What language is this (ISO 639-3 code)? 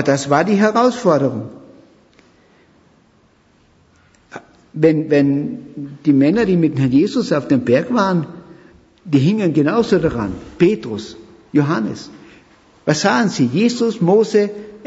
deu